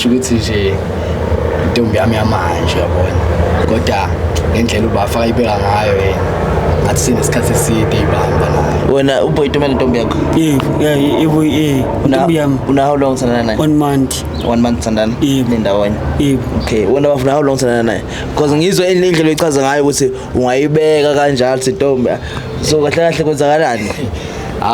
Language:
Zulu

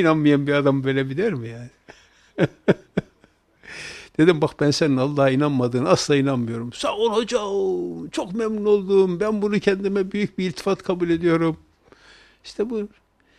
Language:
Turkish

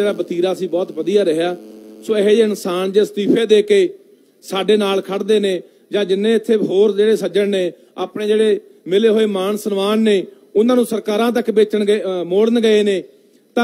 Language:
Punjabi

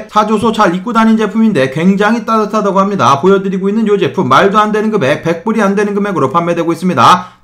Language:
Korean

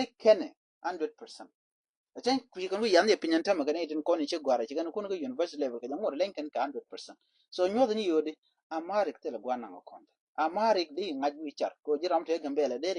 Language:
Nuer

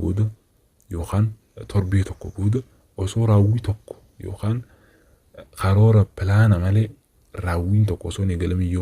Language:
Oromo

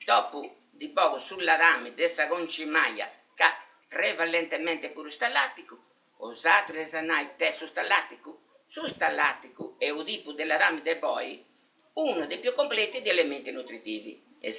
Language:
Sardinian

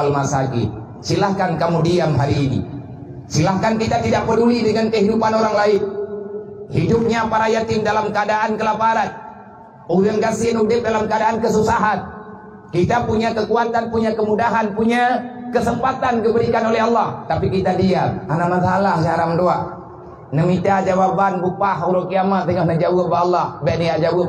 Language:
Achinese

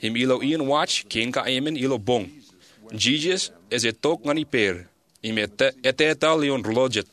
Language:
Marshallese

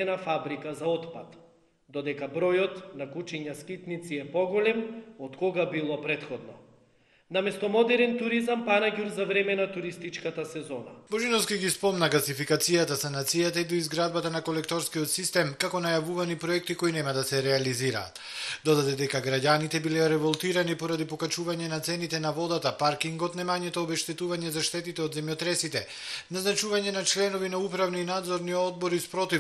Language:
Macedonian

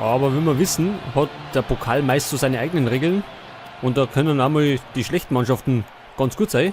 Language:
Bavarian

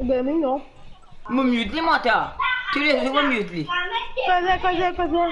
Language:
Morisyen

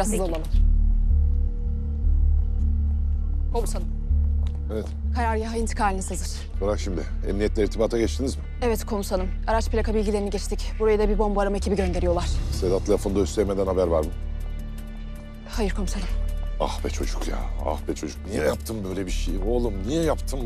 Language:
Turkish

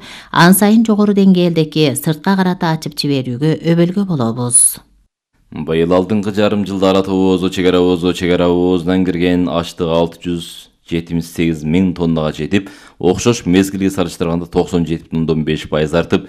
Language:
Kyrgyz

